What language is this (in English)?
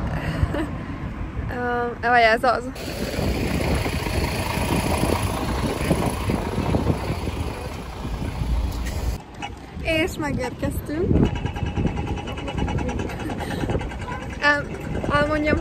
Hungarian